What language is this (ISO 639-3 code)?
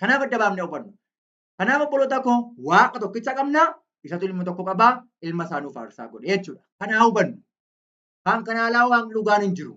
orm